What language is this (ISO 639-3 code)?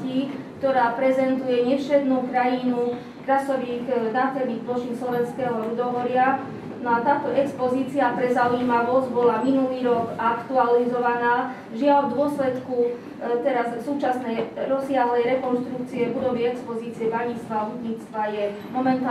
slk